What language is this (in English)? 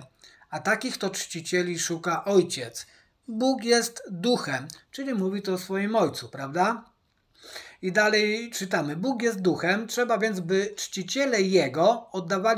Polish